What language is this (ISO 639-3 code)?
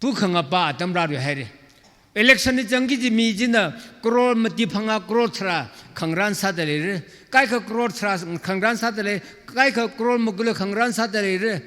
nmf